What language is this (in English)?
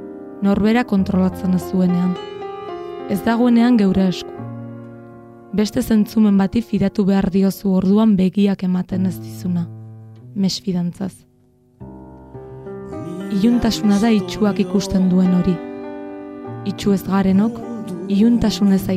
Basque